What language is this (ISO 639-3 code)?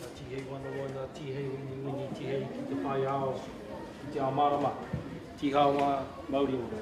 mri